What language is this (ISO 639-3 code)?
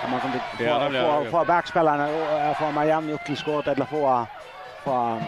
fao